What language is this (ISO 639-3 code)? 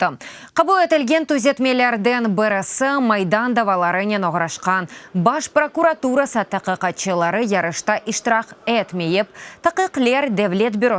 crh